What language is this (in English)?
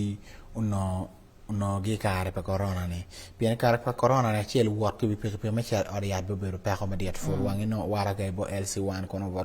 Acoli